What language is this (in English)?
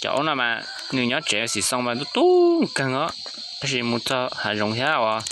Hmong